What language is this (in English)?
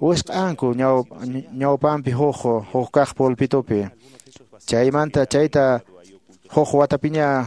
Quechua